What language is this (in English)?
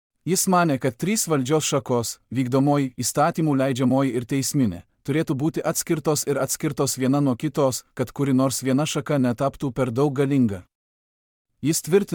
Lithuanian